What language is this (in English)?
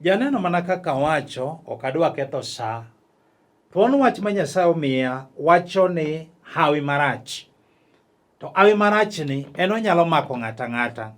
Luo (Kenya and Tanzania)